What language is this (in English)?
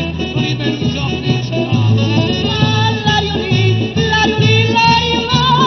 Neapolitan